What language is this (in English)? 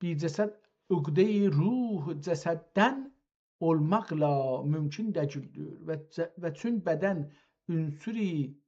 South Azerbaijani